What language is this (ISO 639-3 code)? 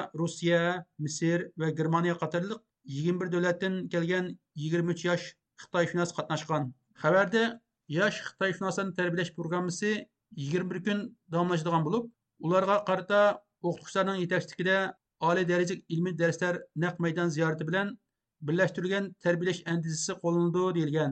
uig